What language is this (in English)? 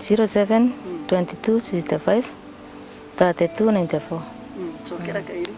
Meru